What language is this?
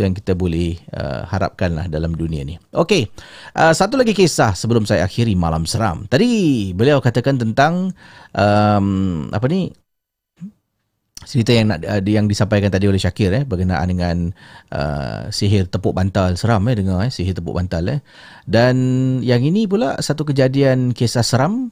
Malay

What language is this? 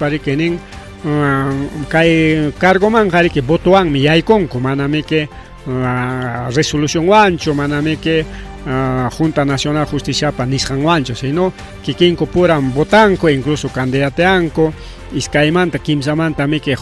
Ayacucho Quechua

